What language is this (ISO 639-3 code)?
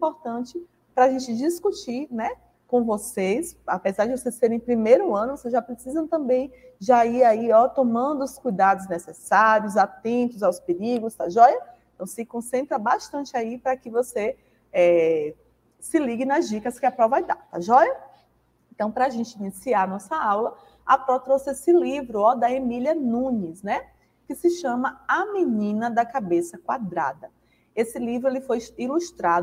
por